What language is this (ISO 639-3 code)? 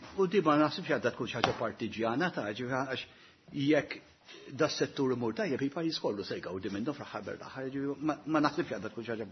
mlt